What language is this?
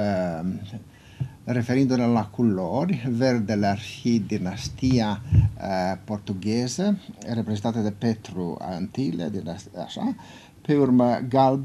Romanian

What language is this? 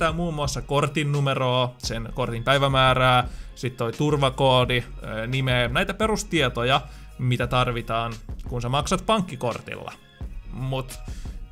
Finnish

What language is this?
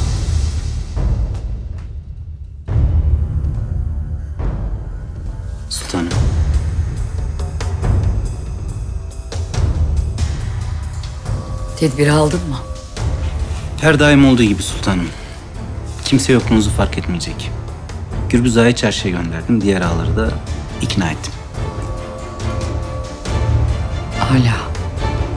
Turkish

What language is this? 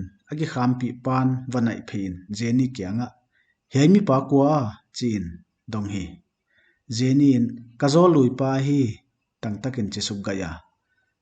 Paite Chin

